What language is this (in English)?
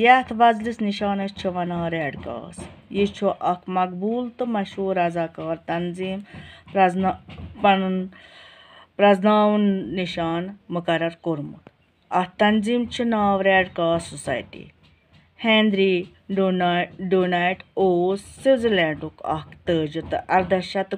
Kashmiri